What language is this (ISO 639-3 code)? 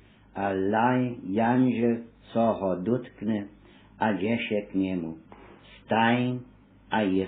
hsb